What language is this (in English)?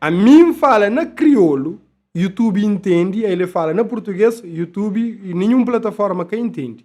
Kabuverdianu